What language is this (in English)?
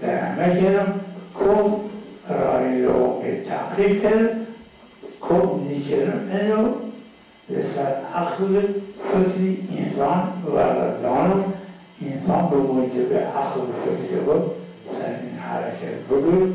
Zaza